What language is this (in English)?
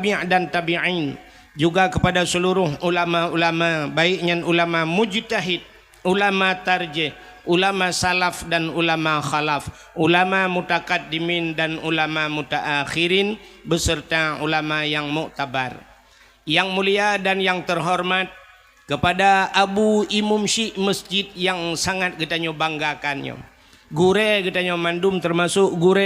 Achinese